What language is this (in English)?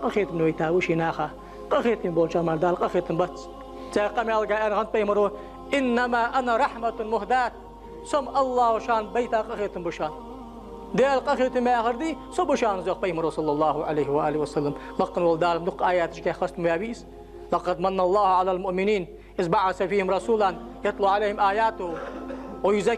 Ingush